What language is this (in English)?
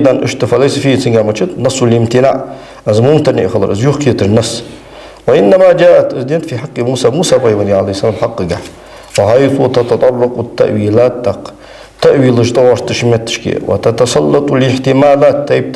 Ingush